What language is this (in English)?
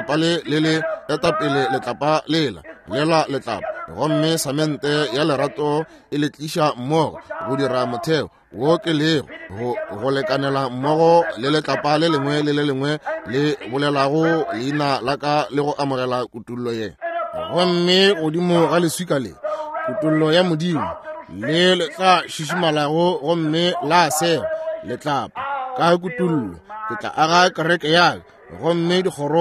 Northern Sotho